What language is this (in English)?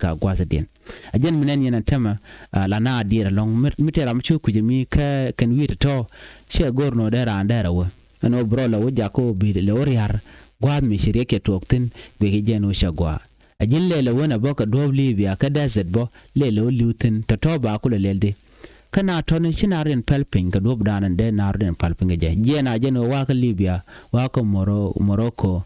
Nuer